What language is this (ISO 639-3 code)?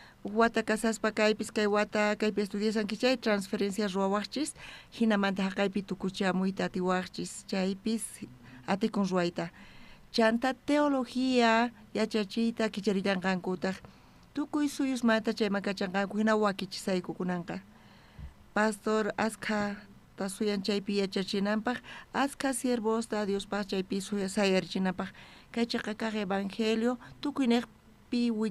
quh